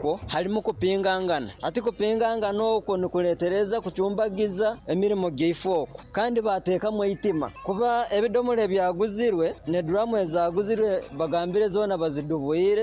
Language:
Nyoro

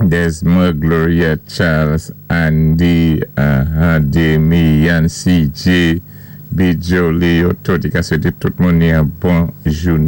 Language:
Saint Lucian Creole French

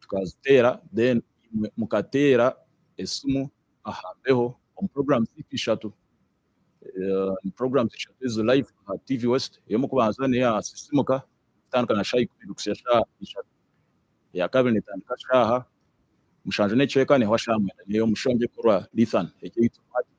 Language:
Nyankole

